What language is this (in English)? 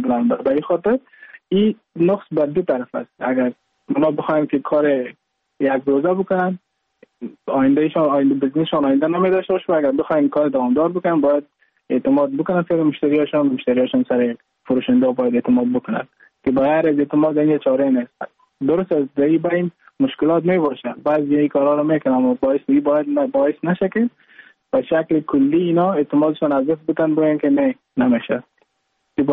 Persian